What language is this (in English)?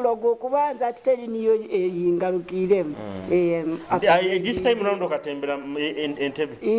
Nyoro